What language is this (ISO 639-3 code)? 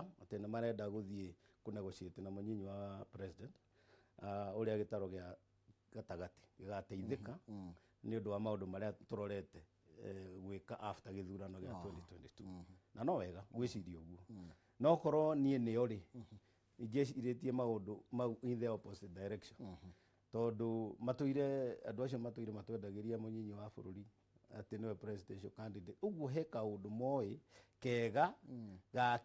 kik